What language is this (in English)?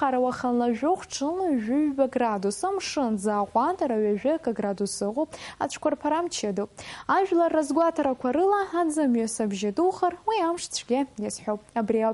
Abkhazian